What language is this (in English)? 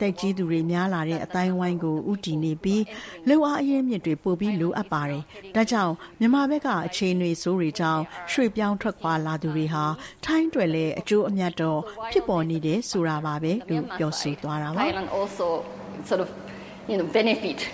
Burmese